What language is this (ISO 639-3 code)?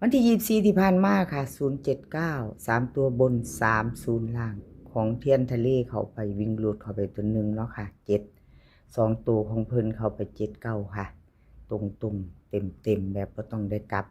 tts